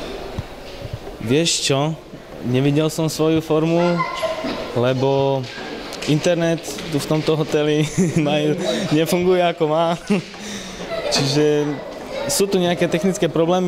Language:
Slovak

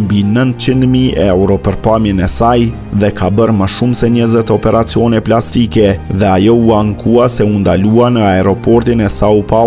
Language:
Albanian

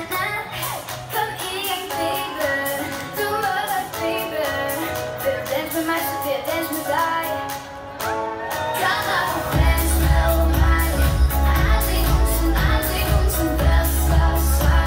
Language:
Danish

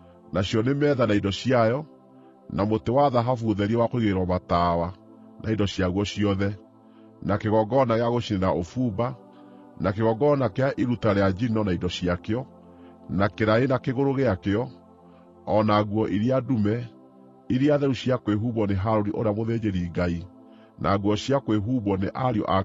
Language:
Kikuyu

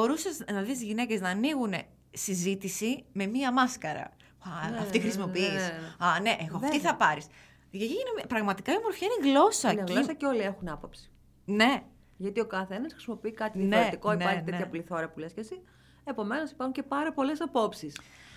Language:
Greek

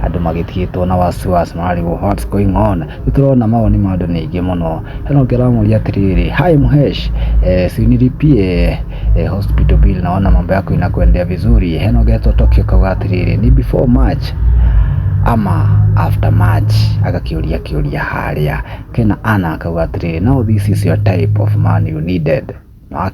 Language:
Kikuyu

